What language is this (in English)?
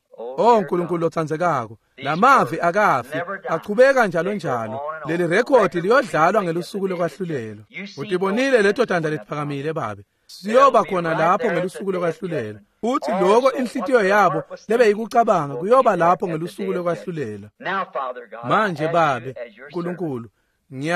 Swati